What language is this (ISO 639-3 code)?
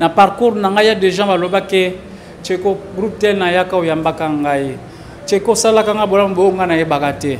lin